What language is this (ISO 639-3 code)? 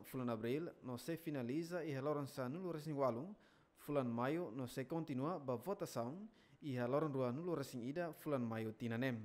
tet